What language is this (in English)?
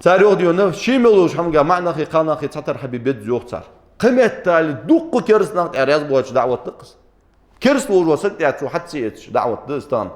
Ingush